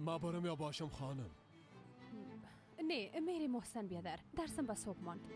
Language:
Persian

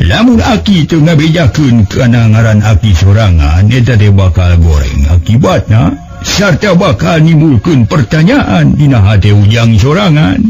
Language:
Sundanese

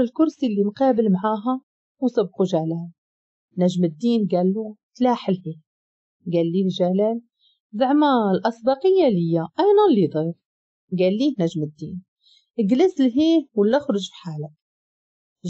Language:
Moroccan Arabic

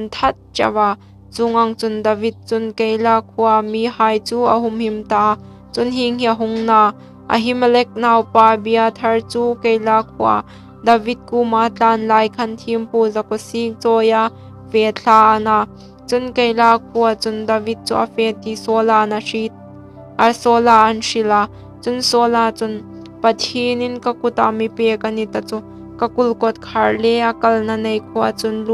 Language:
Hmar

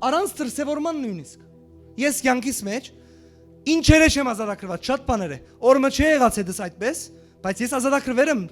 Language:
Western Armenian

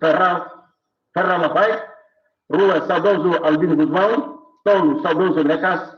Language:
Tetum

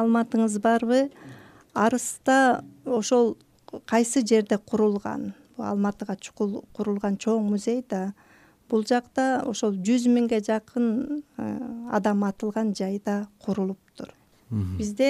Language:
Kyrgyz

